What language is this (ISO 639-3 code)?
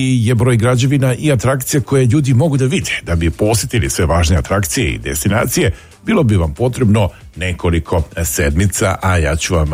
srp